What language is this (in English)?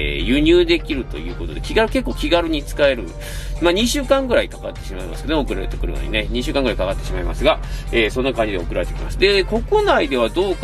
Japanese